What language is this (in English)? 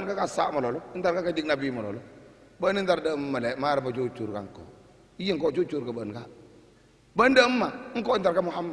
Madurese